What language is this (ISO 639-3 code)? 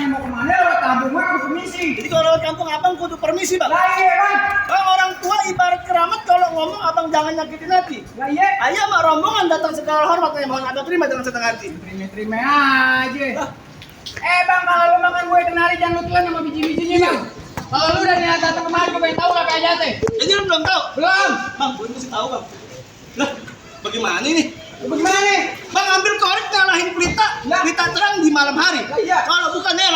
bew